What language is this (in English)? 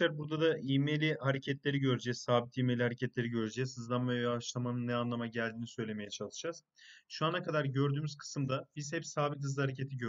Turkish